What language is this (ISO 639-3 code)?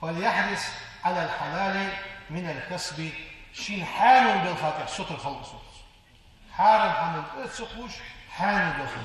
inh